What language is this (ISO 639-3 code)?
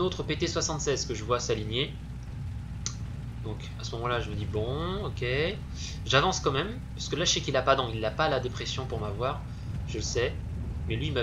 fra